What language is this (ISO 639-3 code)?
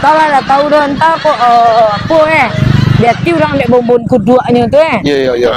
min